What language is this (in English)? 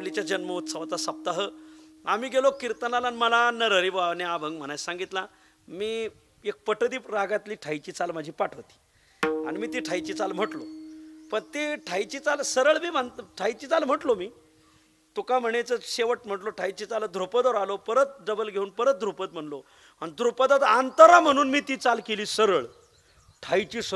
Marathi